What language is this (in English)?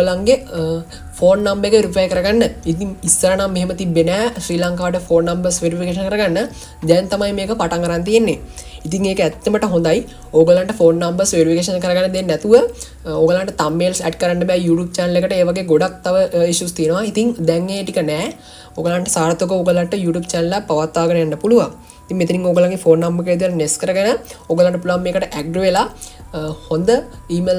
Sinhala